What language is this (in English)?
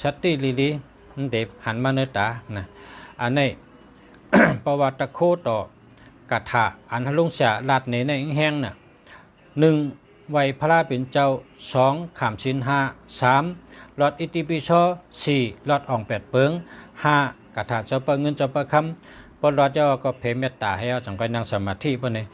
Shan